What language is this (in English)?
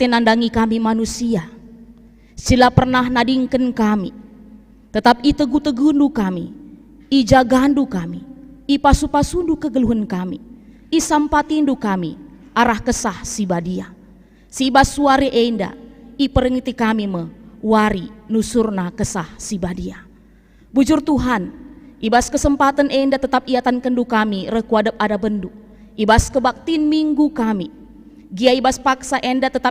Batak Karo